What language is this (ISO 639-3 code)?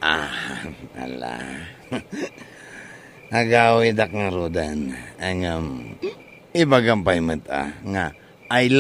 ilo